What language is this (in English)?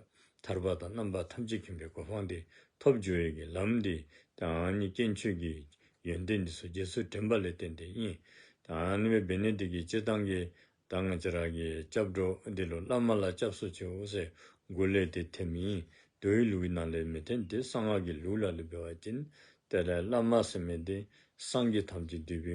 Dzongkha